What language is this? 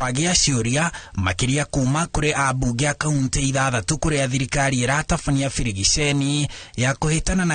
Kikuyu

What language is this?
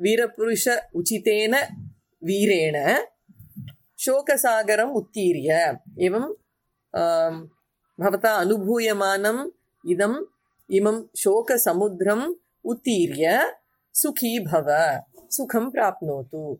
Sanskrit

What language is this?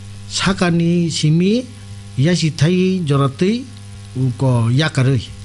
Kok Borok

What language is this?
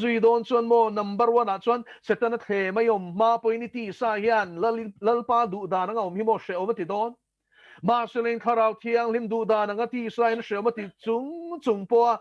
Mizo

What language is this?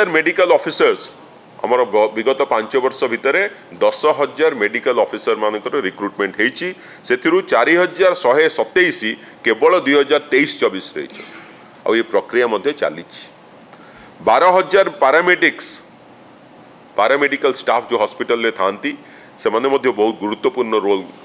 Odia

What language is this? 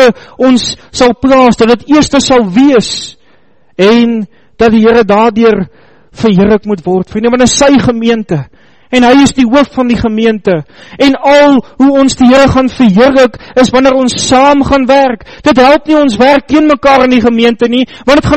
Afrikaans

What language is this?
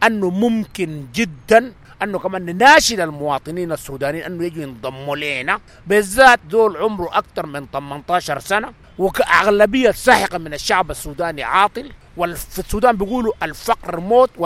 Sudanese Arabic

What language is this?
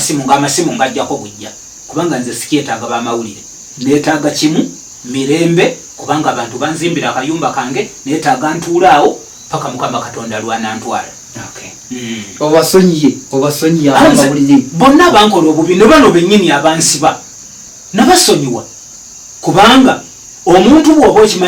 Ganda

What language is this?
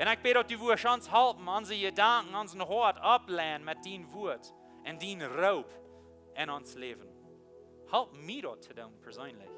Plautdietsch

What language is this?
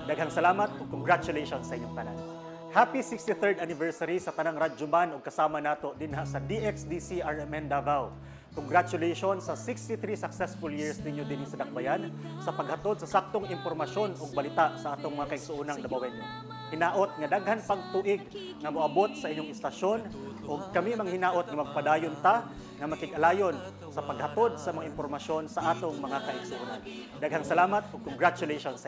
Cebuano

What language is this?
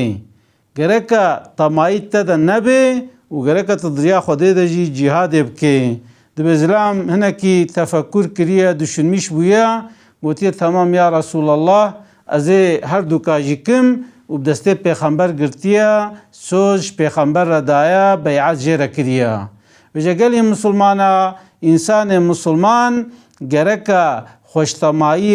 Kurdish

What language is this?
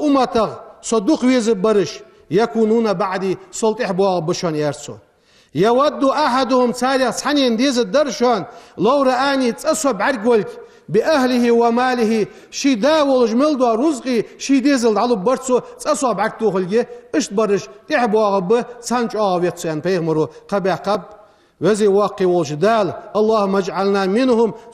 Ingush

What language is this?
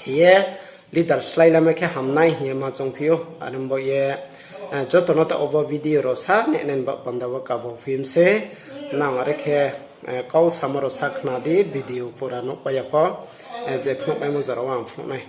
Riang (India)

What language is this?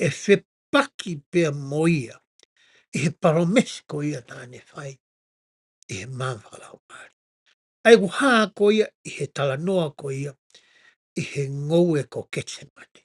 Tongan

